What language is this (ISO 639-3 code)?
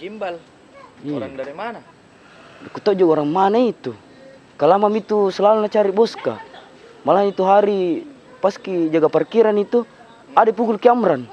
mfp